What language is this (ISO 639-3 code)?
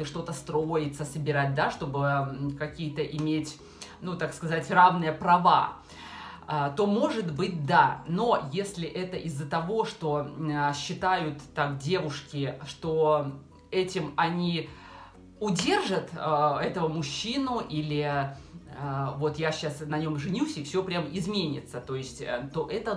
rus